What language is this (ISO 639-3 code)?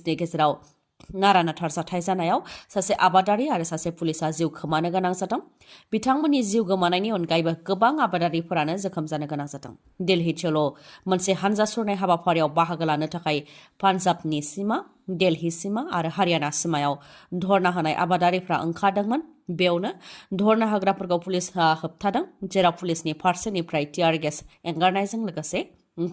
brx